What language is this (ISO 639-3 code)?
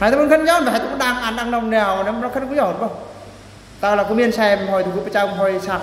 bru